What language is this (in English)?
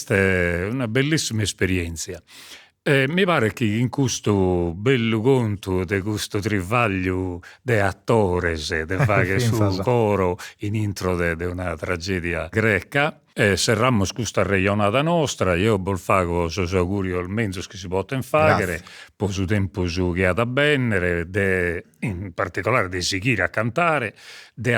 Sardinian